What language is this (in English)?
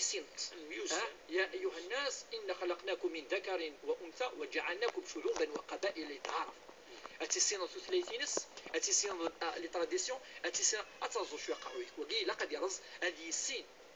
Kabyle